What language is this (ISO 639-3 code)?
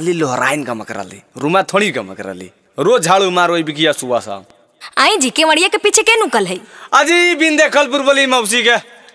mag